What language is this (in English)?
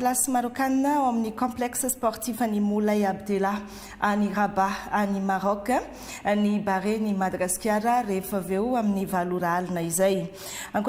Malagasy